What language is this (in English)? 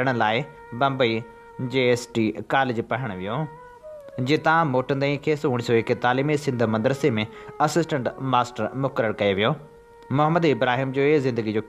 Sindhi